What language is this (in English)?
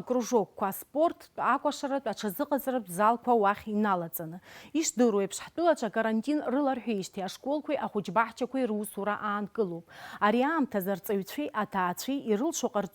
Abkhazian